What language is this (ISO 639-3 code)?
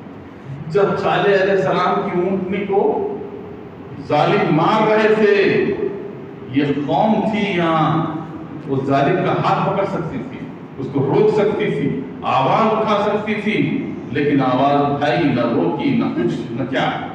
urd